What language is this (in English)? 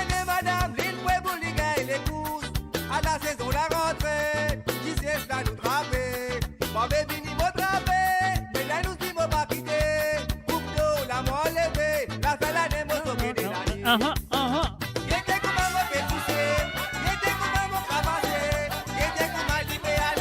Morisyen